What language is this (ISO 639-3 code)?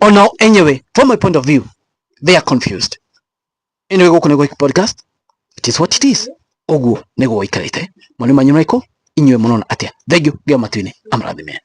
kik